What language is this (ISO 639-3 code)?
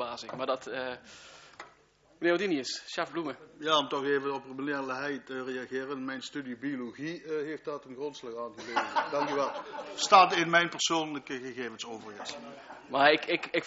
nld